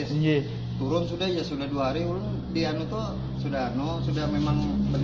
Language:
Banjar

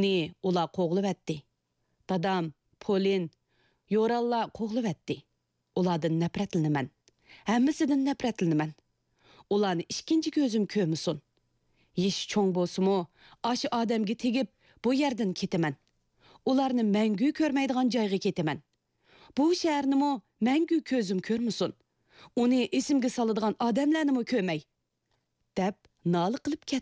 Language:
Uyghur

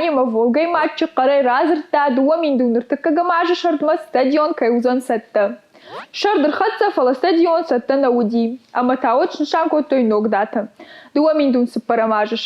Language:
Ossetic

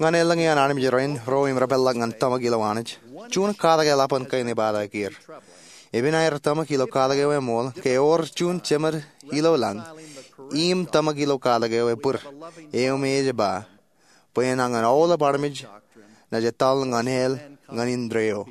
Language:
Marshallese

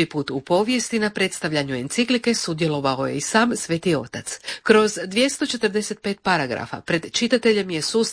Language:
Croatian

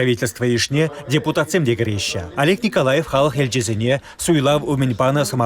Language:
Chuvash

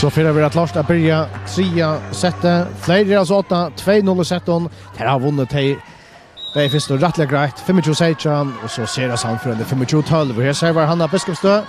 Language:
Faroese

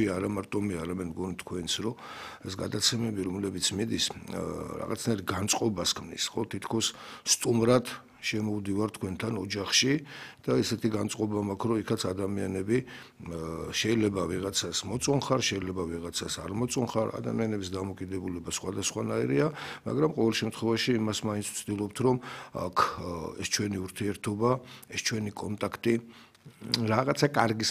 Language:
Georgian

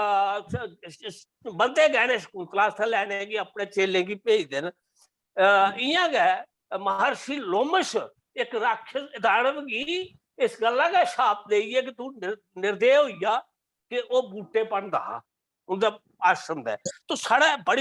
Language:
Dogri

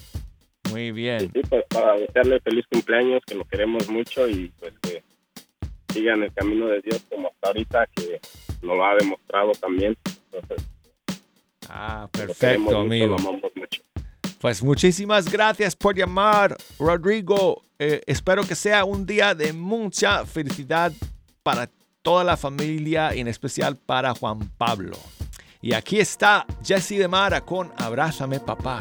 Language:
Spanish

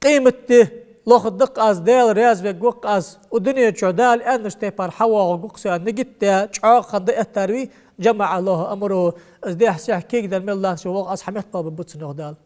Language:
Ingush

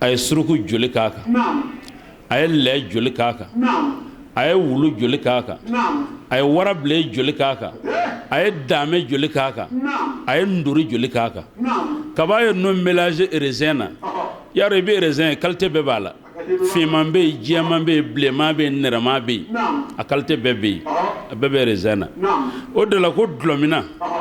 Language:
Bambara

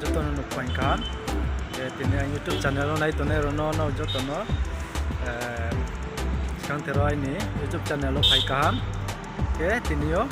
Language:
Riang (India)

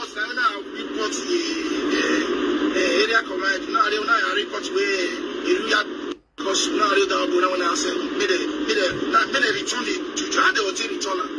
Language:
Nigerian Pidgin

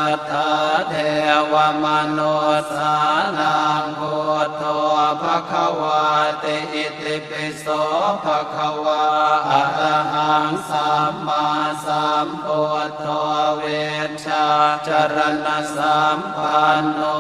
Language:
Pali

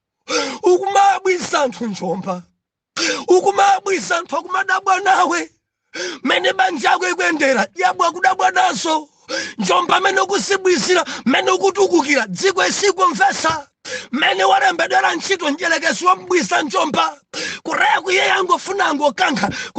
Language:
Nyanja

